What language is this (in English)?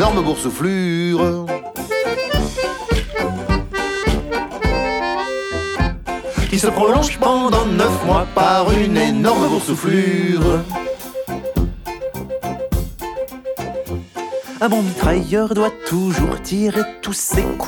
French